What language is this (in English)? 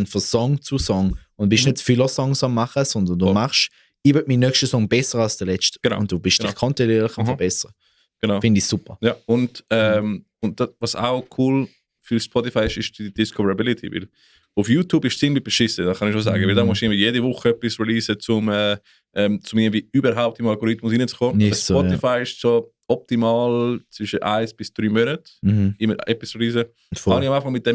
Swiss German